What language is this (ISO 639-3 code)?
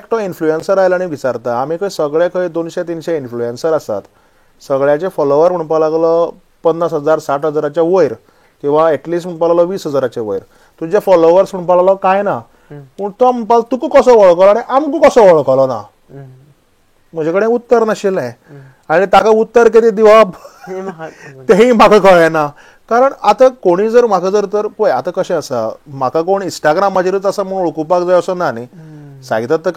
kok